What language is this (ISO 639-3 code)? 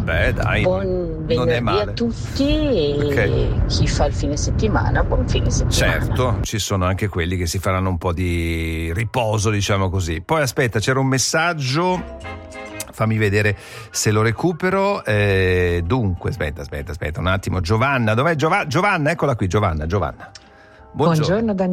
ita